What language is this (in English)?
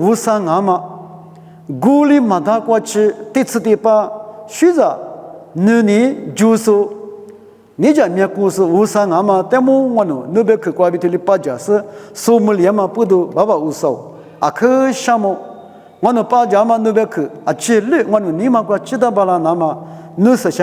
Lisu